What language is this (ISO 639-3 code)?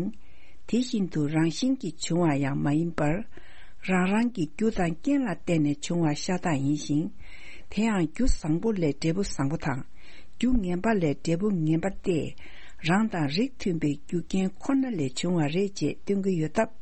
bod